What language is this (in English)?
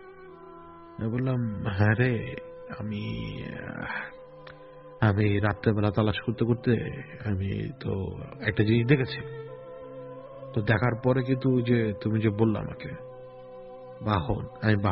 Bangla